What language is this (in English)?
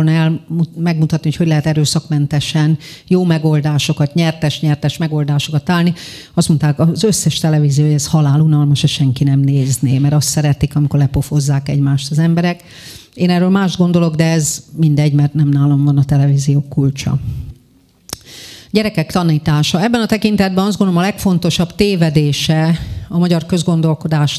Hungarian